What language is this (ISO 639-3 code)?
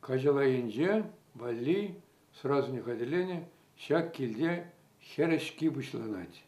chv